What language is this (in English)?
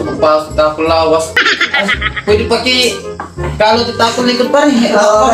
Waray